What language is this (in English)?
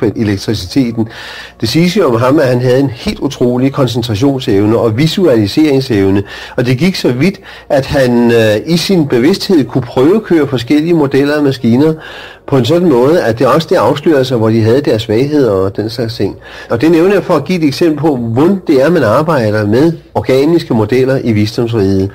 Danish